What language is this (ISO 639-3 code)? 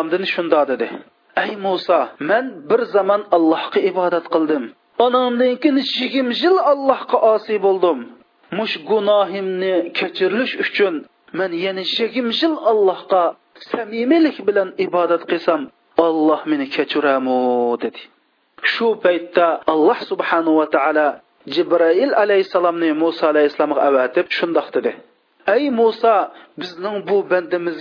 uig